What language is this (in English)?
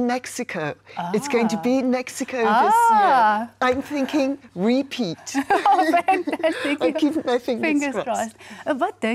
Afrikaans